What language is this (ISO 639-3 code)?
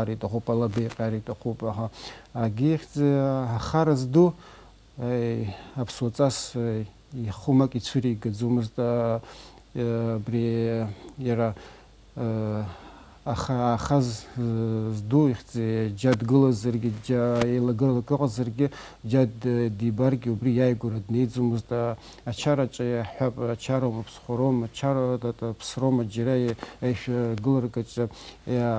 abk